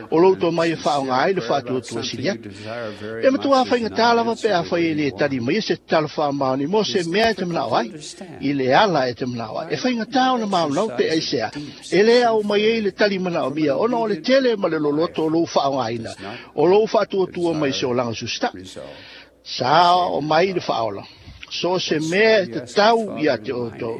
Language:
Samoan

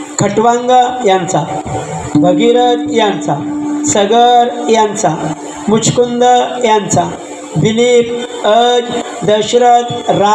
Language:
Marathi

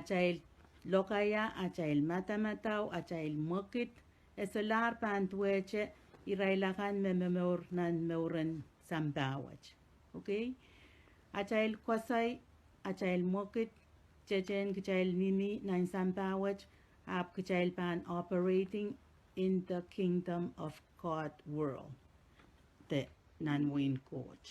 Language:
Pohnpeian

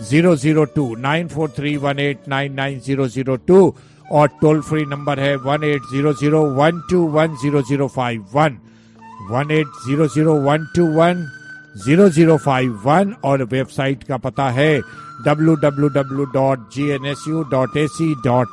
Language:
Hindi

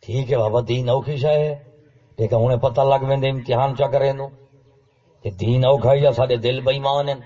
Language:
Saraiki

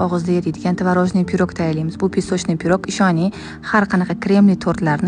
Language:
Uzbek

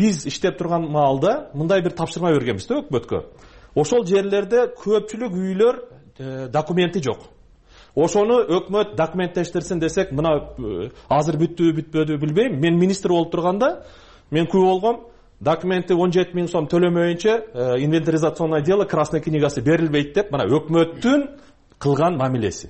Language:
Kyrgyz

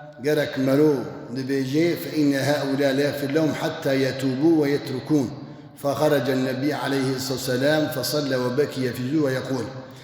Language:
Kurdish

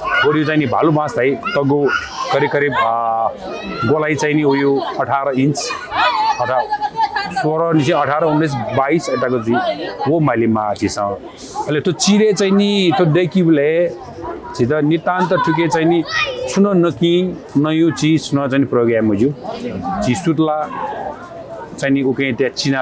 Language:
Newari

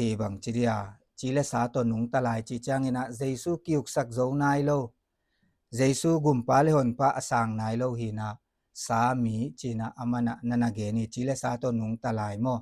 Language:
Tedim Chin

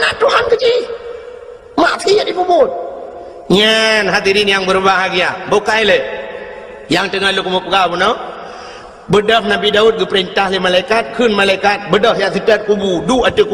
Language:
Achinese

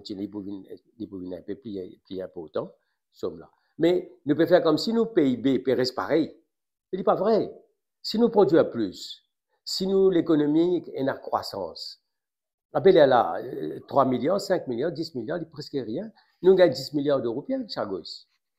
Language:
Morisyen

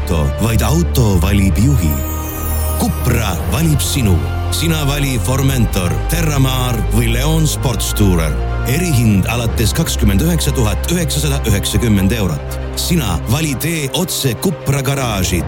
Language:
Estonian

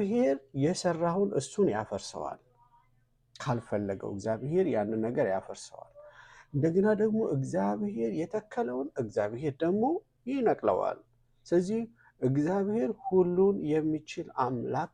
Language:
Amharic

